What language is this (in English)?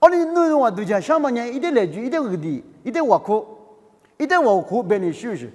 Lisu